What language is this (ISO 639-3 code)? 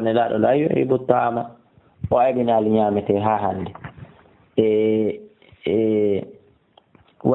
ful